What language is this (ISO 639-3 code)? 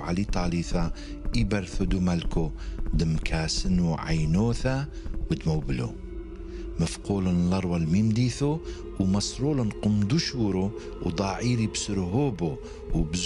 tru